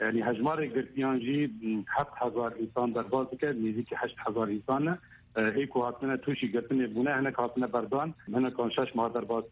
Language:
Kurdish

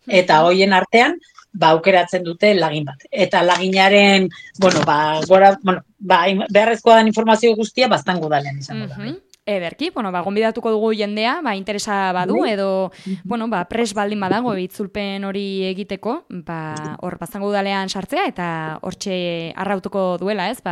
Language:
Basque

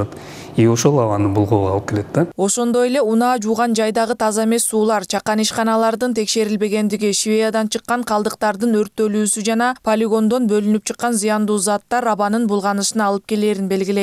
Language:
Kyrgyz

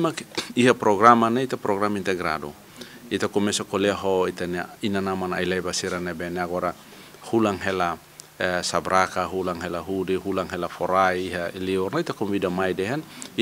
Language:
Tetum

